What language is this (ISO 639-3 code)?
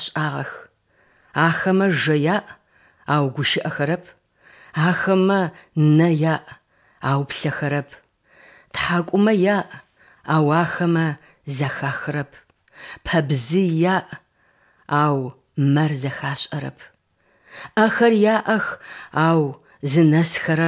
ady